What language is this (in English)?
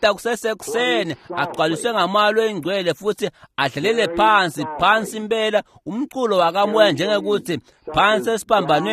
Swati